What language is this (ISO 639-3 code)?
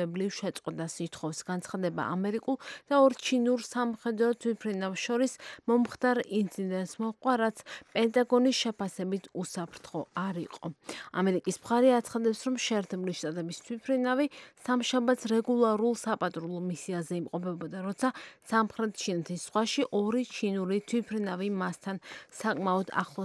kat